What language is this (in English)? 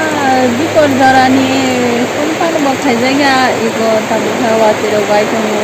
Kok Borok